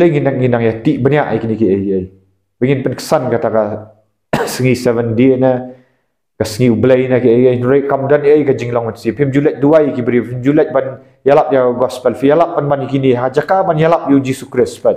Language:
Khasi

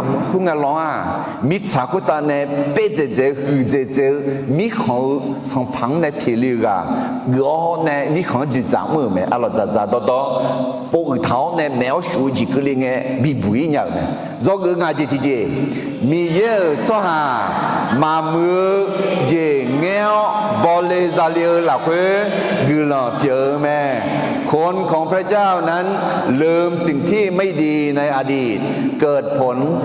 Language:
Akha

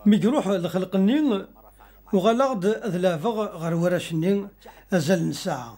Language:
Kabyle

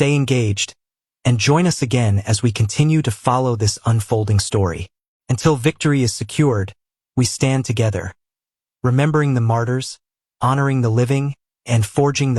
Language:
English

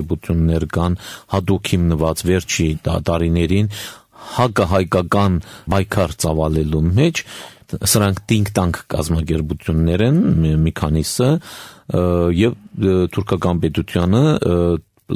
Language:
Armenian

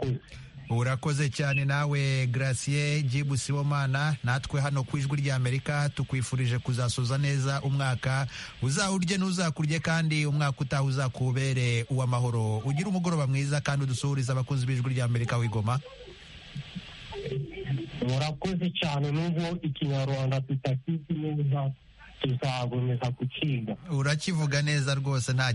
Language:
Kinyarwanda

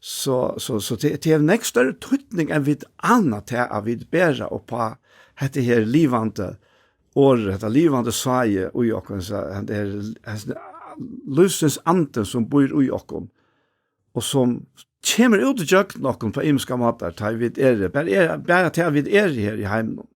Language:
Faroese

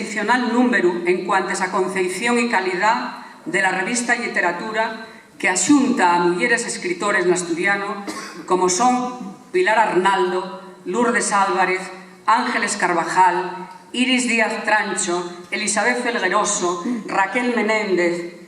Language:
Asturian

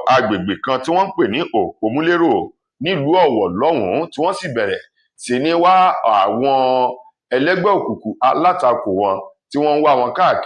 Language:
Yoruba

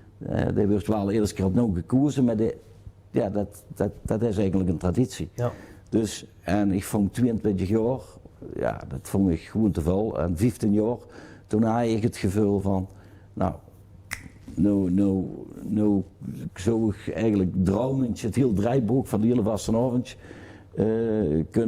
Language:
Limburgish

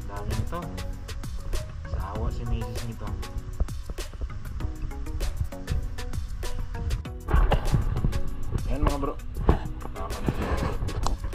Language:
Filipino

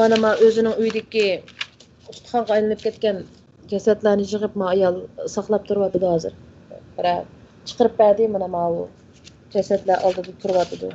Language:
Uyghur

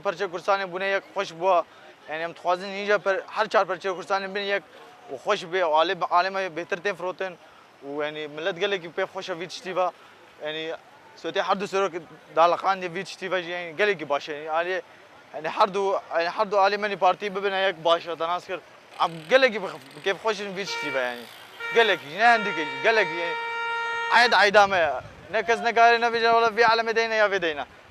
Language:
Kurdish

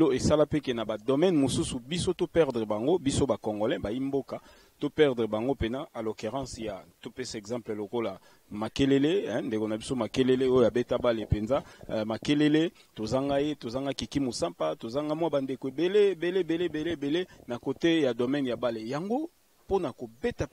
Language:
Lingala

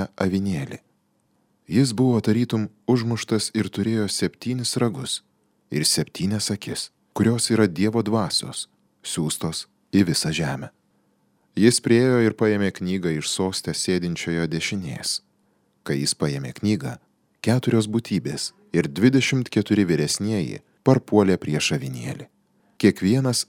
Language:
Lithuanian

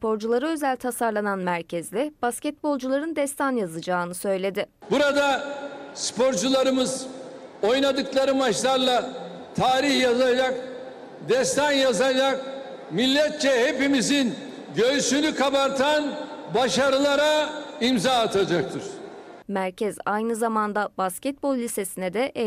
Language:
Turkish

